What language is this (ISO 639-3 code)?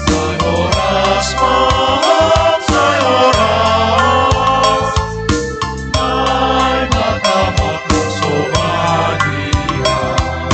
bts